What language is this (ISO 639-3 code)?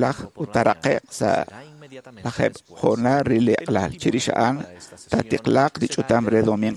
kek